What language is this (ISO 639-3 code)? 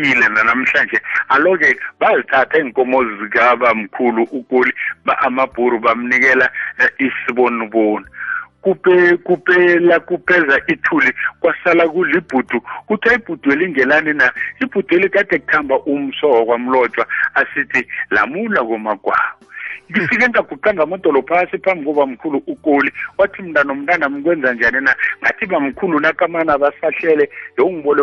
nbl